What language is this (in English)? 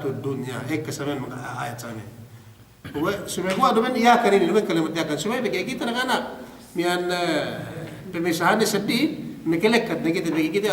Yakan